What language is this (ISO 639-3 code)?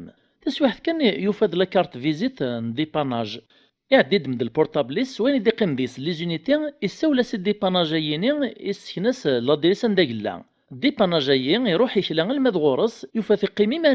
kab